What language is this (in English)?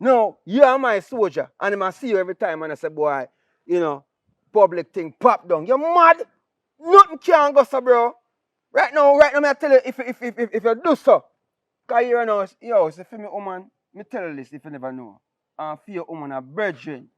Jamaican Creole English